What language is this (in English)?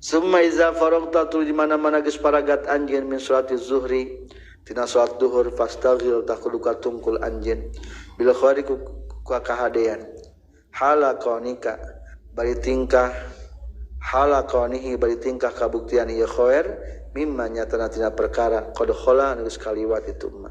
Sundanese